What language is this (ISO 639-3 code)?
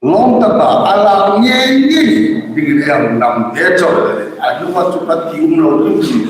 hmr